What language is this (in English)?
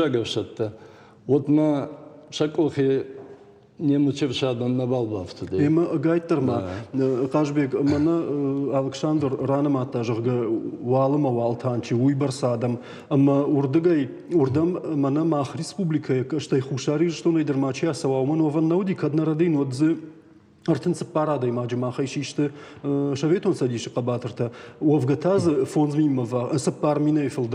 Ossetic